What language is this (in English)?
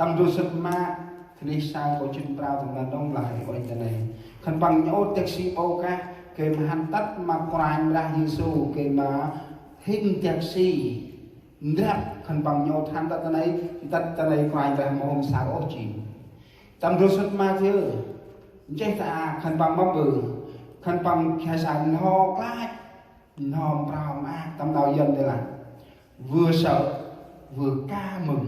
Central Mnong